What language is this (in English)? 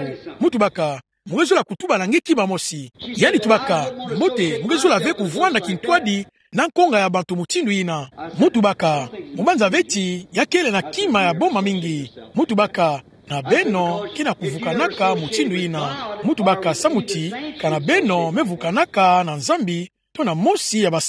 Kituba (Democratic Republic of Congo)